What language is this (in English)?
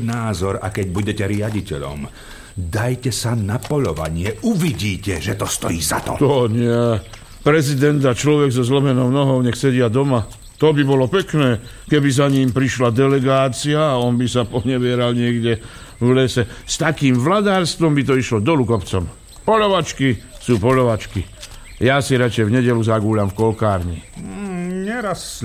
Slovak